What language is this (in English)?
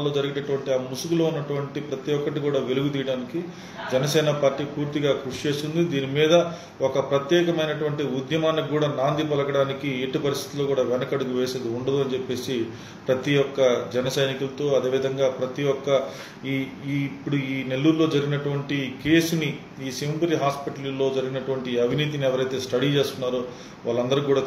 Telugu